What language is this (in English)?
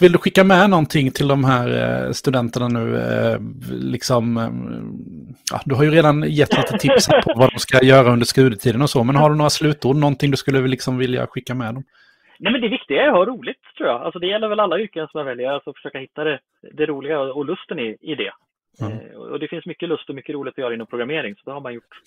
Swedish